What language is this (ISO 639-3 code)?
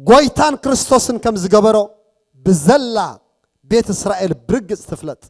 tir